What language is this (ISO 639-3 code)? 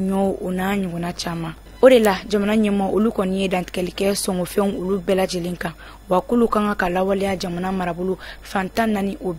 bam